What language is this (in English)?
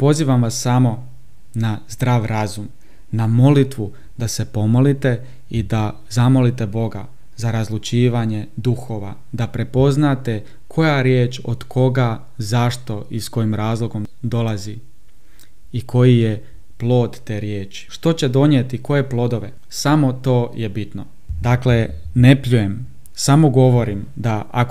Croatian